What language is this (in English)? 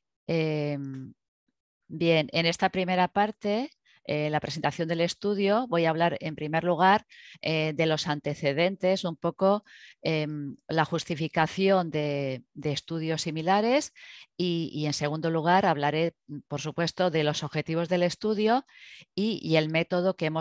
Spanish